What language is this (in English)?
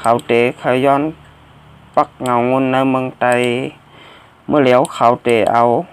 Shan